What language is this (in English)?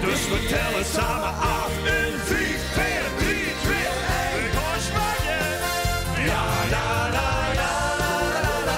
Limburgish